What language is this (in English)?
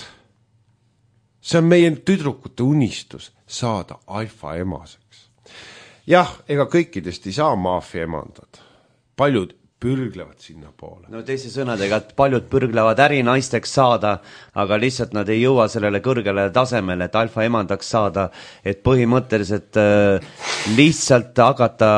Estonian